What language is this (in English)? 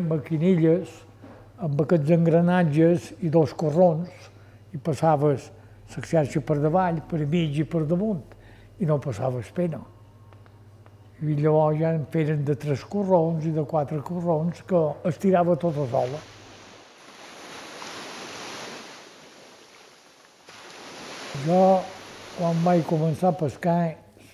Catalan